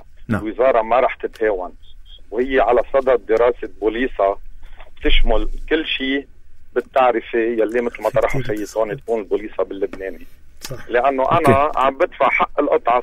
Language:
North Levantine Arabic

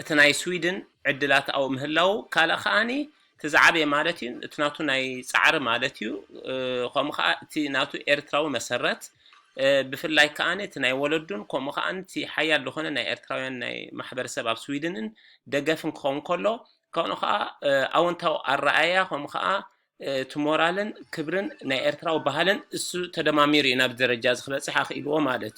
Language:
Tigrinya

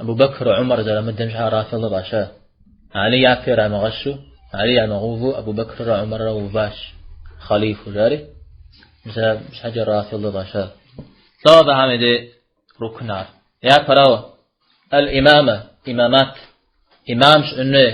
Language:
Kabardian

